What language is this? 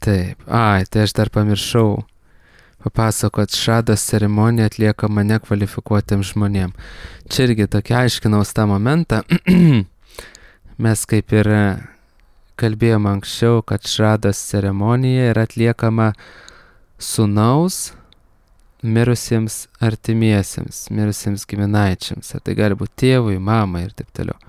Lithuanian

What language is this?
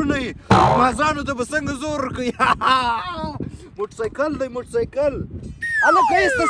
Pashto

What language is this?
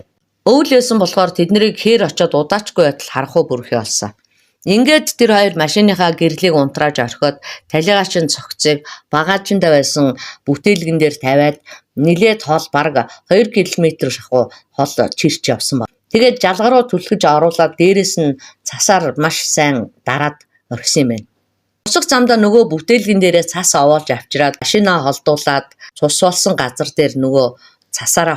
Mongolian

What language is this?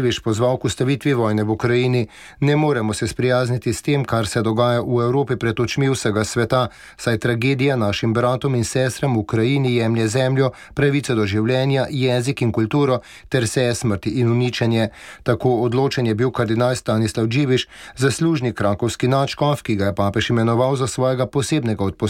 Slovenian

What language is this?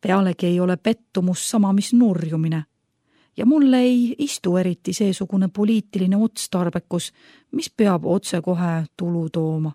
Estonian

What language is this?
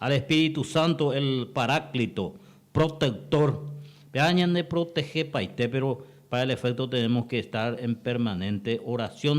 Guarani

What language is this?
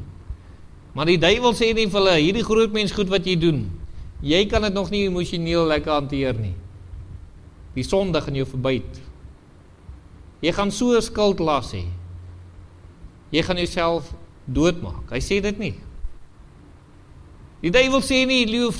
Afrikaans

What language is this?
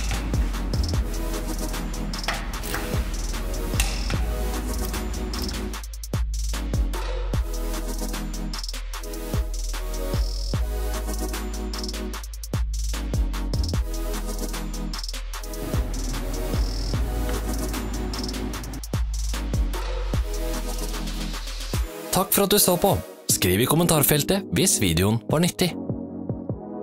Norwegian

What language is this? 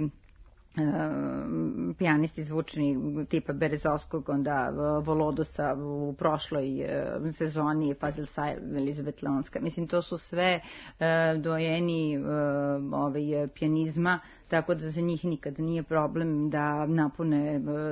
Serbian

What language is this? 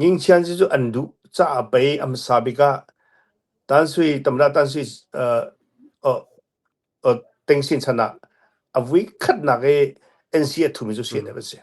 Hakha Chin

